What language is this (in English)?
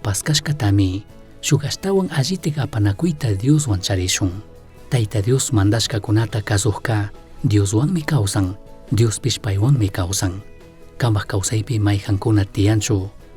Chimborazo Highland Quichua